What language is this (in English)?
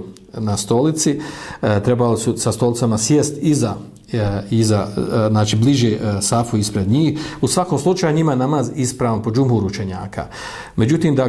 Bosnian